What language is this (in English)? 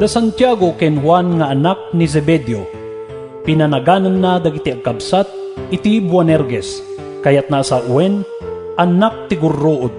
Iloko